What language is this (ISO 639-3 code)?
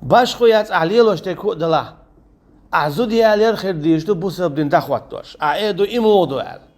che